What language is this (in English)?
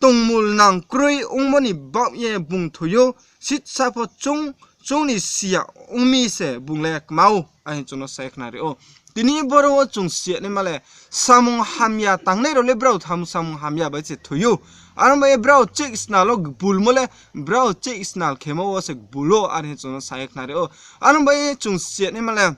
Riang (India)